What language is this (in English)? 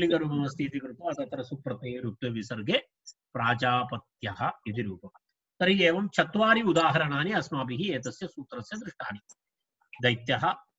Sanskrit